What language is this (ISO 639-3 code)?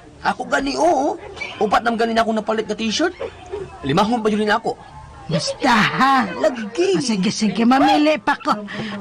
ceb